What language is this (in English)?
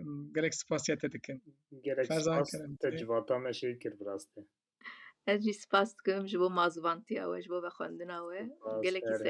Kurdish